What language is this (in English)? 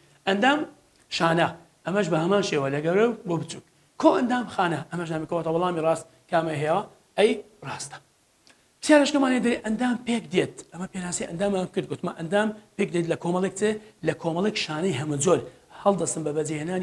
Central Kurdish